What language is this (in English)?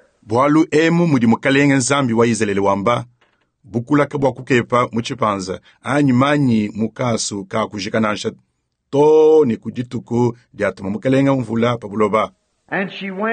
Luba-Lulua